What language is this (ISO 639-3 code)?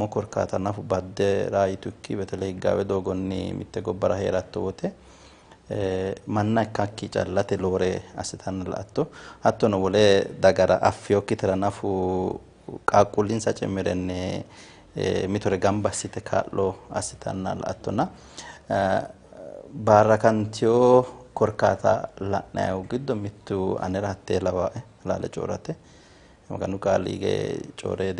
sid